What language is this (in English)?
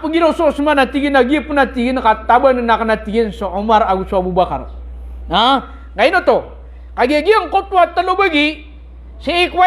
Maranao